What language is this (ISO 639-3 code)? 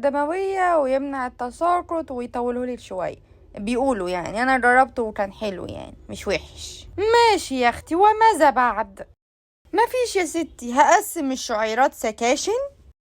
arz